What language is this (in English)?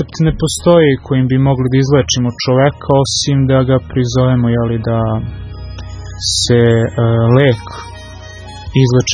Serbian